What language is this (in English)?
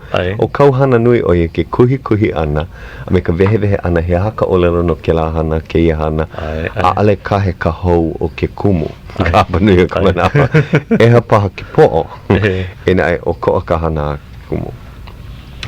Hawaiian